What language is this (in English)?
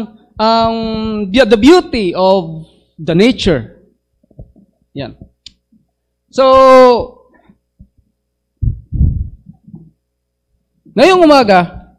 Filipino